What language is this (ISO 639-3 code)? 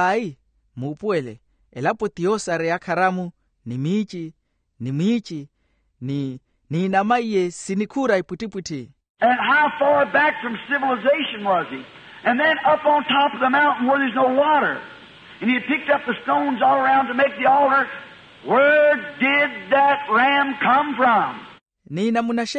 vmw